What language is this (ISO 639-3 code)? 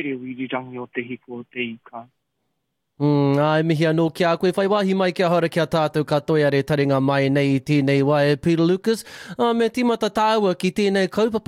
mri